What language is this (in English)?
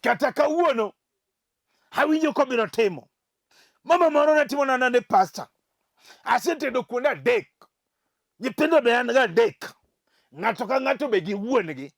Luo (Kenya and Tanzania)